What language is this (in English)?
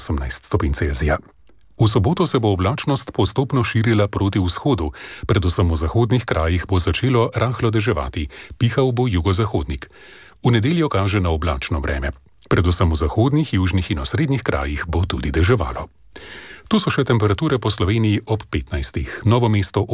Slovenian